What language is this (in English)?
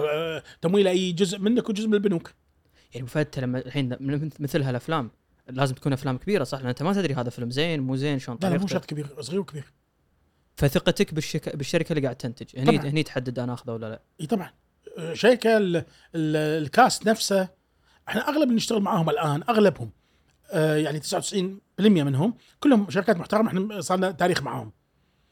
Gulf Arabic